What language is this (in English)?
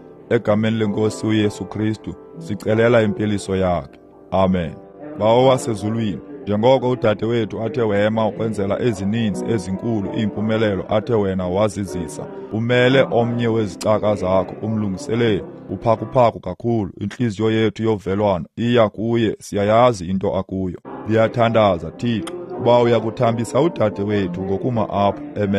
Xhosa